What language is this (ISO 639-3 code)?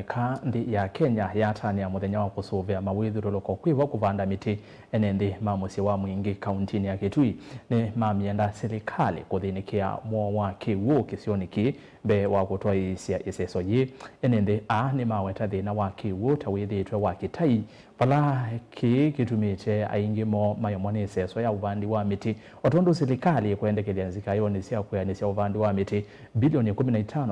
kam